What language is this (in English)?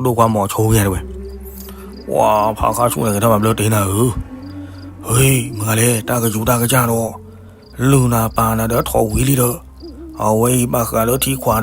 S'gaw Karen